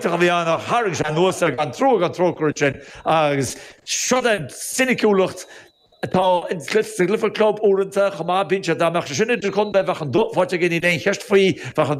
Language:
Irish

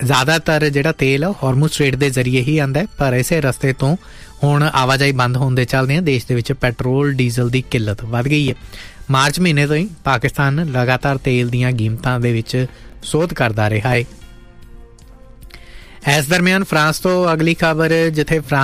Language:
Punjabi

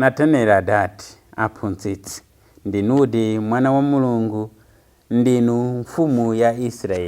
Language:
Nyanja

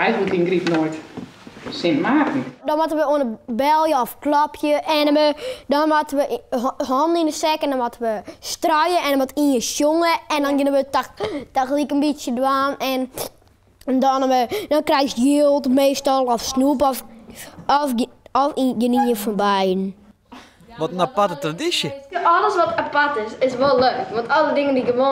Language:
Western Frisian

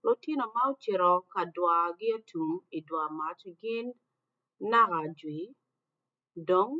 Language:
Acoli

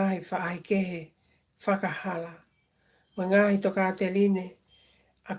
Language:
Tongan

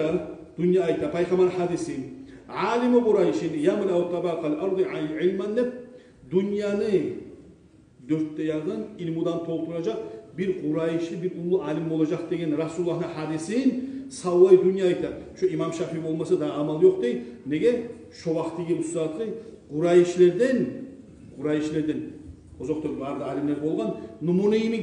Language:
Kumyk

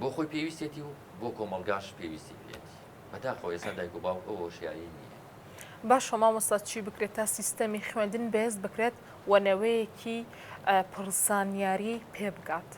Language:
Central Kurdish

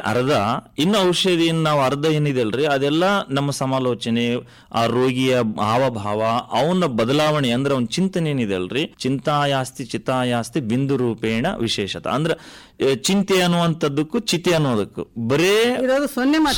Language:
Kannada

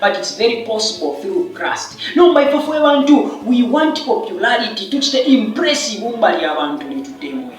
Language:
Bemba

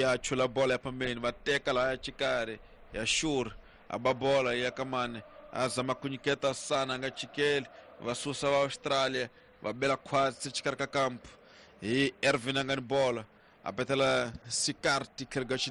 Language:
Tsonga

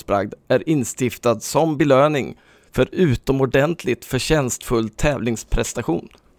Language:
Swedish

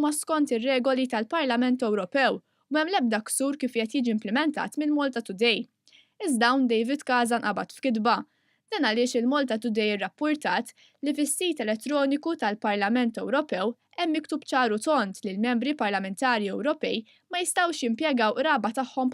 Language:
Maltese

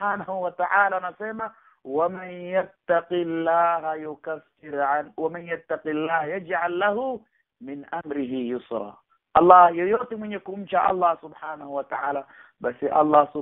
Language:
Swahili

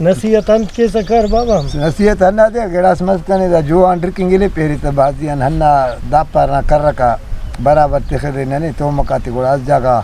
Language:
Brahui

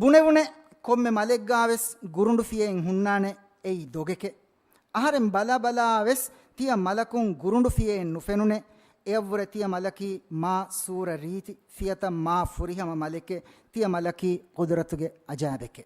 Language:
Divehi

